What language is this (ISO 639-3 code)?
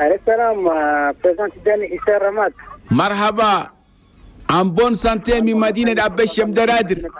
shu